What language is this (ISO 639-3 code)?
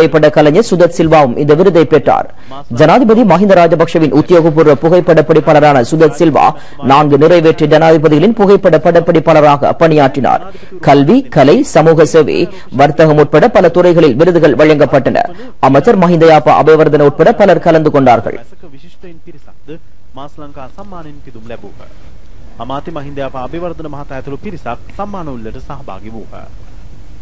tam